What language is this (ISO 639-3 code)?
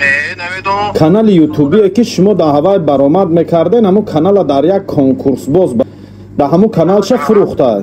tgk